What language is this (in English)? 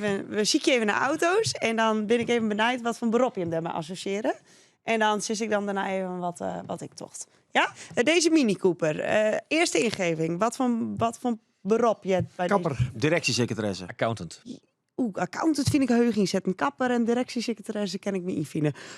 Western Frisian